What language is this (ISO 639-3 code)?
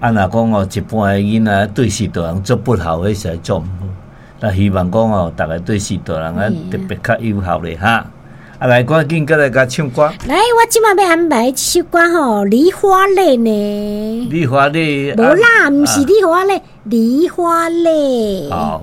nan